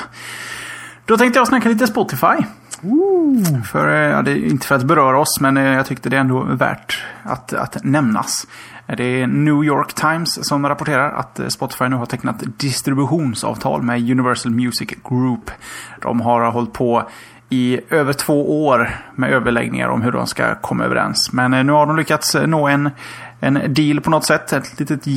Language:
Swedish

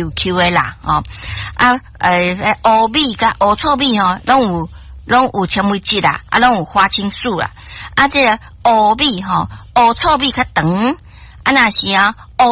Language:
Min Nan Chinese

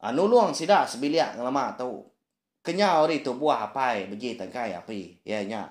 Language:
Iban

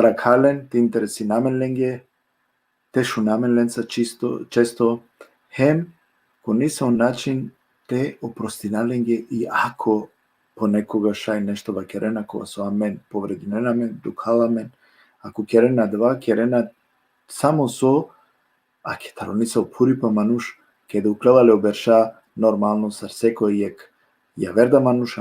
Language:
Balkan Romani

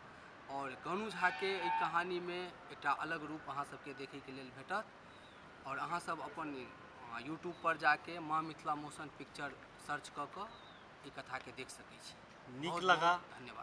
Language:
Maithili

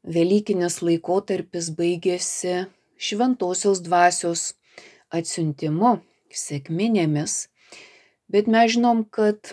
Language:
Lithuanian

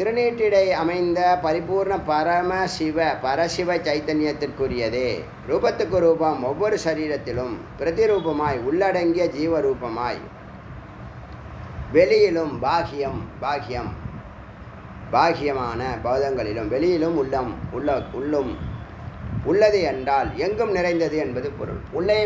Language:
Tamil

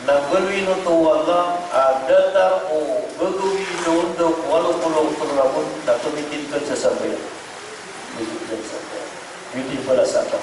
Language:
Maranao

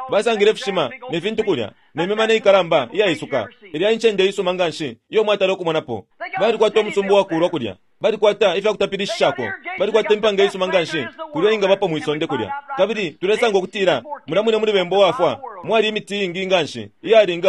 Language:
Bemba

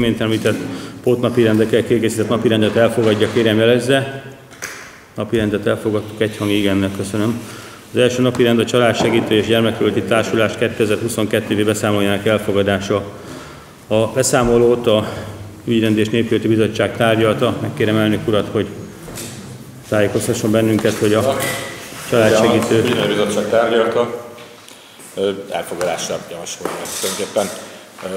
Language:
Hungarian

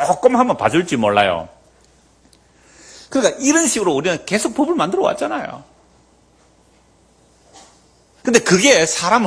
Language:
Korean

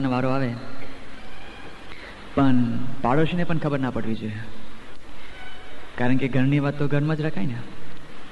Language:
Gujarati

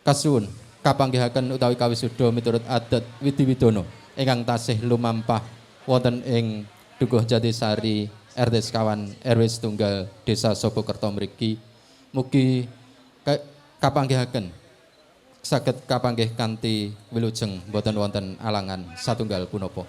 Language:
Javanese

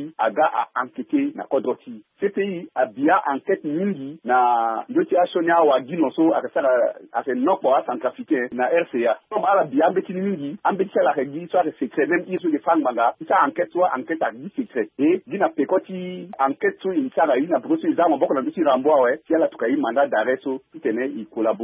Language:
Sango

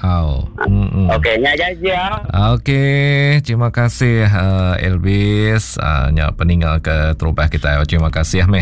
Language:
Iban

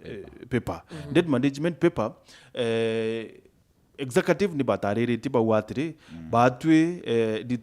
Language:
Meru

